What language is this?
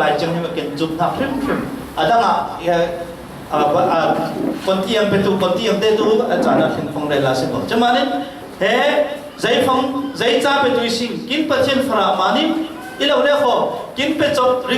Falam Chin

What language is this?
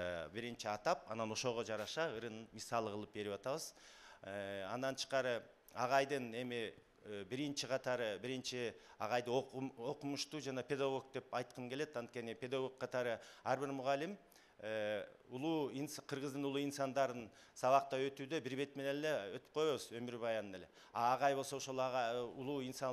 Kyrgyz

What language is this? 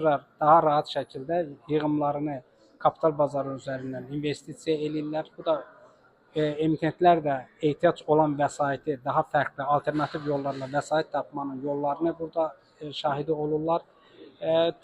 Azerbaijani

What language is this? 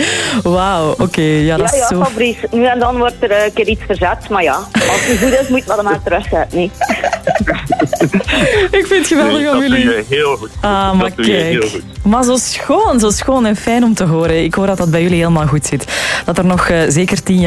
Dutch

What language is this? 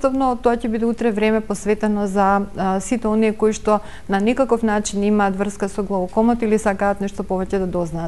Macedonian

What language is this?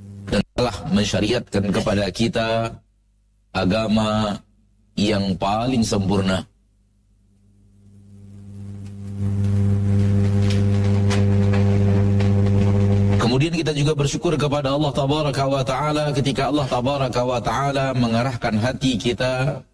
Indonesian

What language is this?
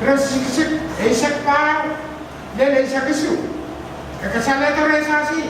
Pohnpeian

